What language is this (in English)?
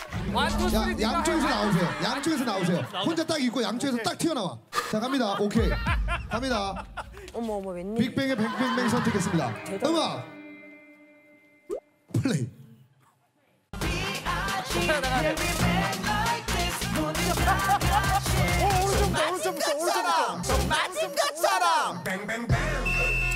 Korean